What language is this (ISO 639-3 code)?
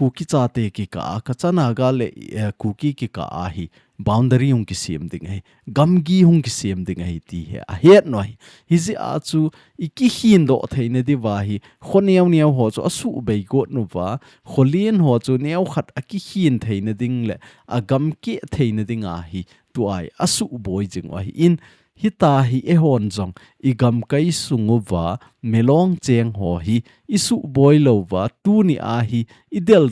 tcz